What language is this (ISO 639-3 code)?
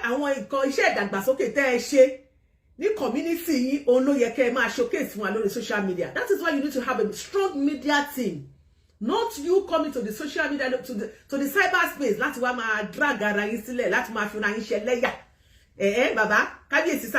yor